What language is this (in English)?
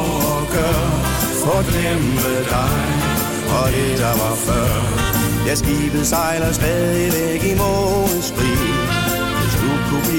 Danish